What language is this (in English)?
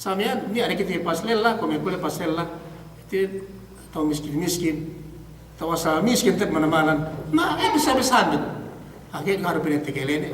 Yakan